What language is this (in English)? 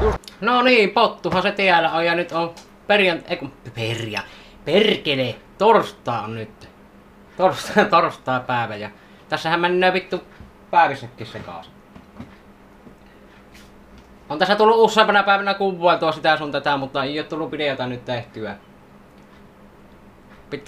Finnish